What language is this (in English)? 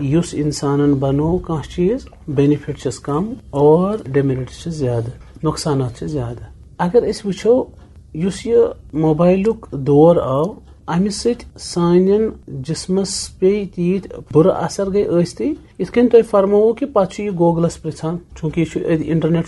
Kashmiri